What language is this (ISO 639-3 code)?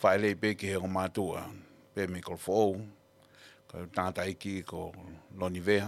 ton